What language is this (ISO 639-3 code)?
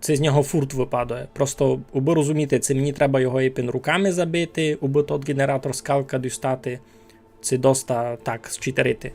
rue